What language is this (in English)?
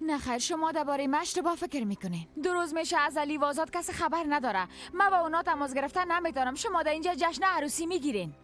Persian